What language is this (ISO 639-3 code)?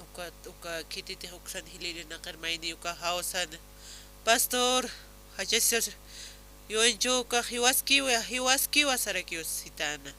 aym